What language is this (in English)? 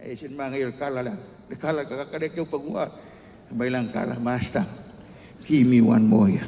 Samoan